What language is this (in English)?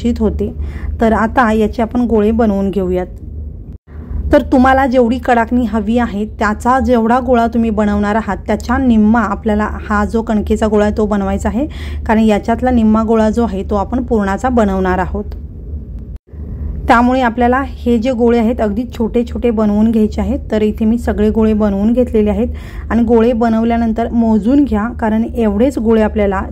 Marathi